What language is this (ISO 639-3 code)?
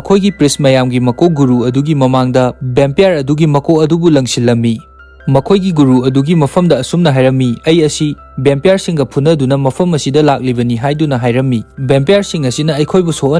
mni